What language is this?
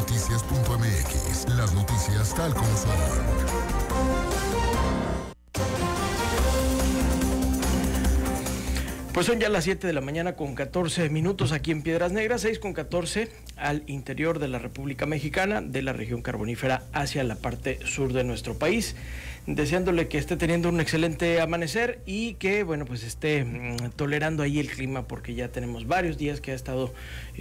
Spanish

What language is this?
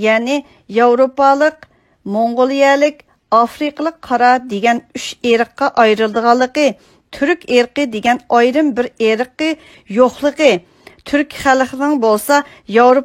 Uyghur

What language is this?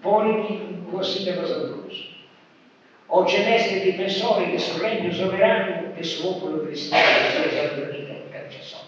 Sardinian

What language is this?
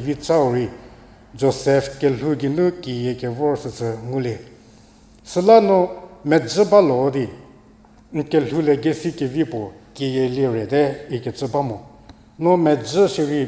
Angami Naga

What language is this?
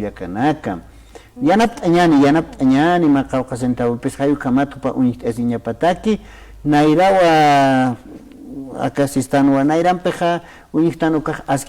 Aymara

